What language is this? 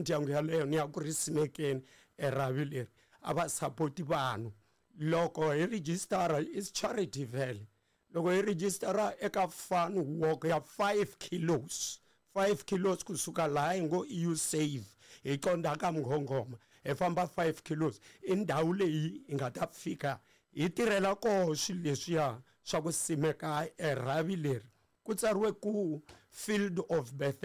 Tsonga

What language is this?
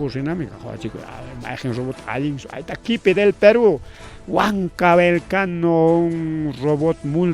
Ayacucho Quechua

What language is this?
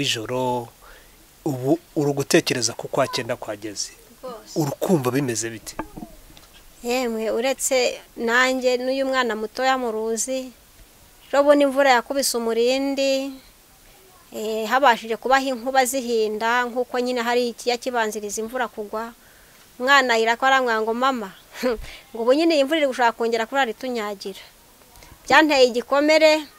Kinyarwanda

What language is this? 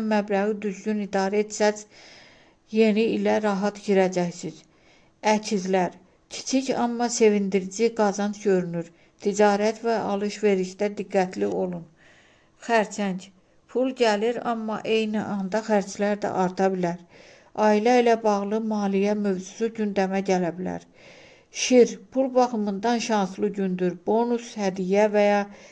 Azerbaijani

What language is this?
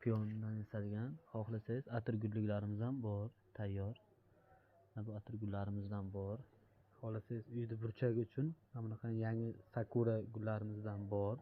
Uzbek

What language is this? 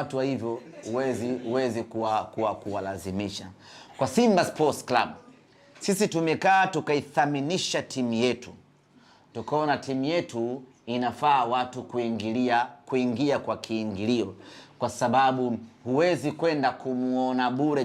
Swahili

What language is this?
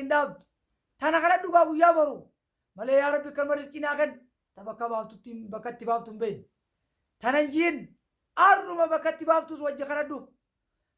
Oromo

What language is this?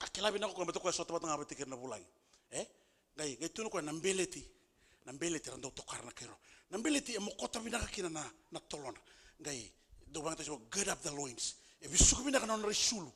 Fijian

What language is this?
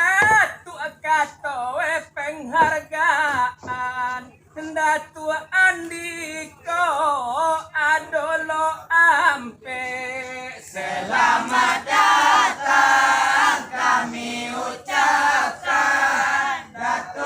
Minangkabau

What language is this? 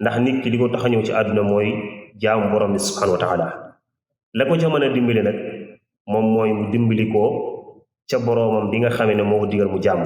Wolof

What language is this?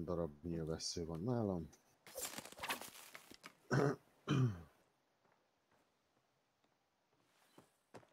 Hungarian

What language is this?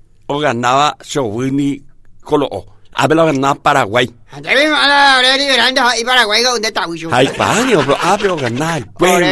Guarani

